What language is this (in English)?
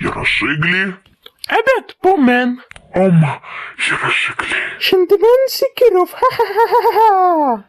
Crimean Tatar